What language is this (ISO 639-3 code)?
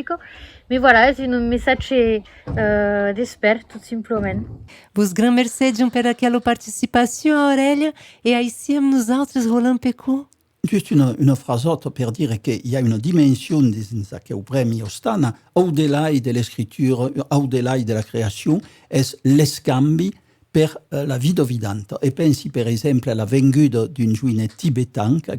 oci